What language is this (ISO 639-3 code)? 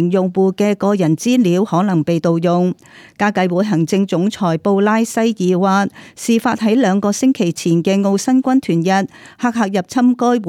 yue